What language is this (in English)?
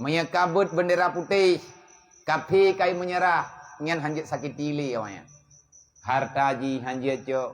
Achinese